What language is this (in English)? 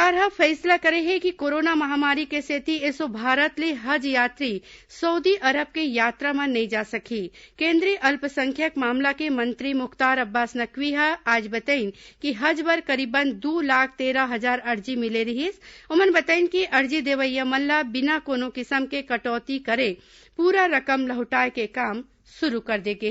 Chhattisgarhi